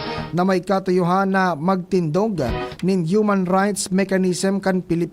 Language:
Bikol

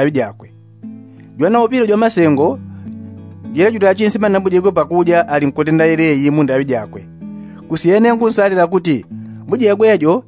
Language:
Yao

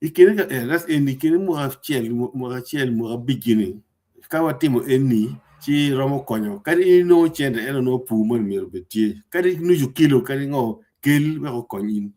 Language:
Acoli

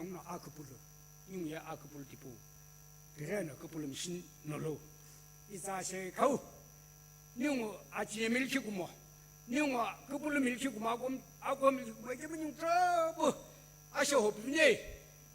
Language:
Sumi Naga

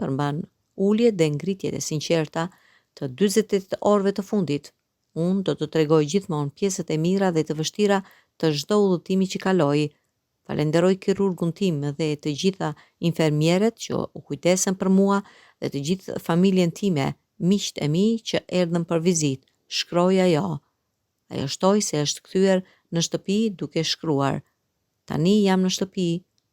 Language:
Albanian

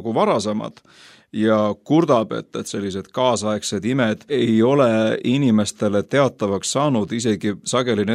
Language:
Estonian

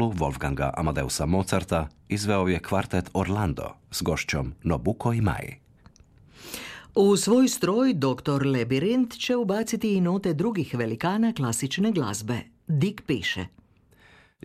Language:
Croatian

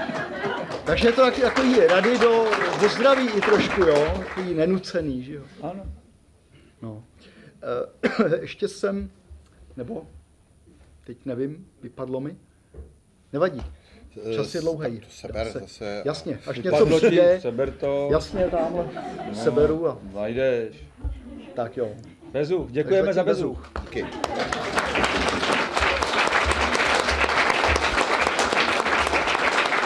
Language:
Czech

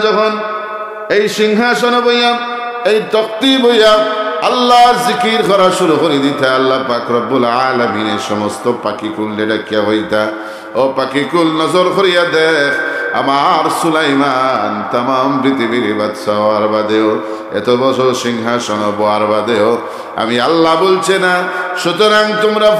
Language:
Sylheti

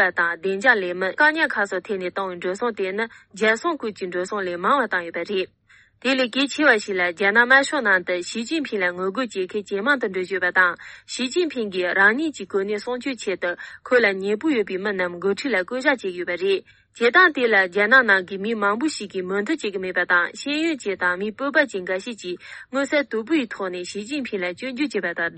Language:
Tibetan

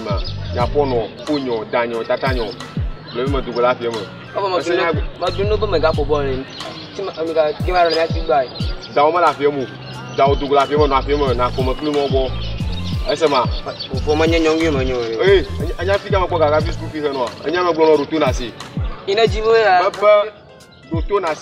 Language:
Ewe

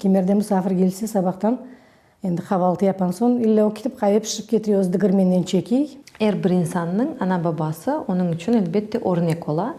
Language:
Crimean Tatar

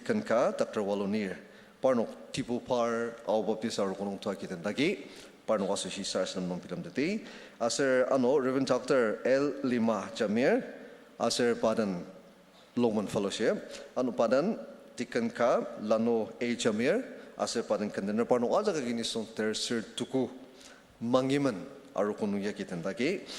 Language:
Ao Naga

